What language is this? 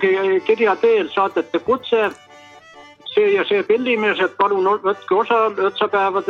Estonian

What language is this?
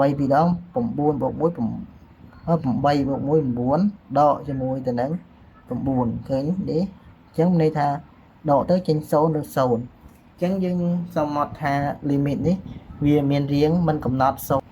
Khmer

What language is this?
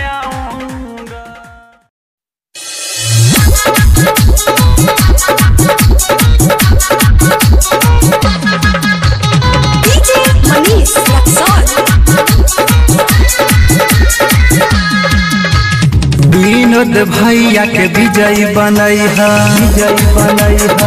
Bhojpuri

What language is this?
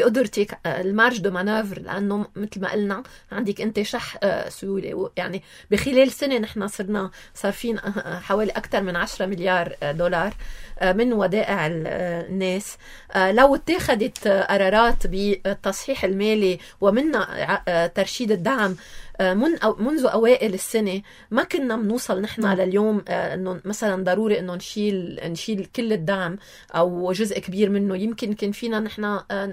North Levantine Arabic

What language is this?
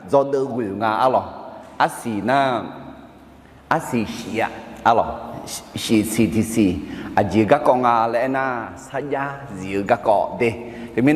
Akha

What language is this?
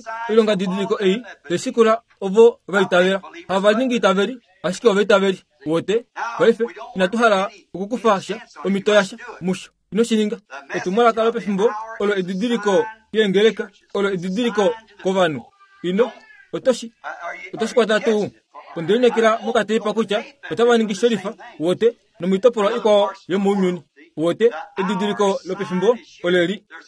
Kuanyama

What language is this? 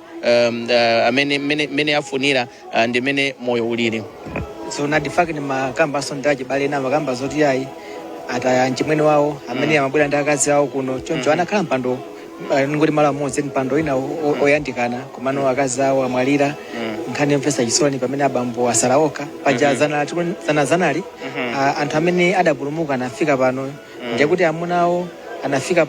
Nyanja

